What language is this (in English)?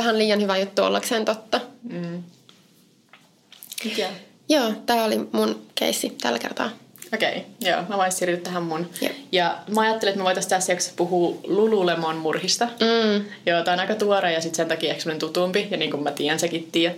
Finnish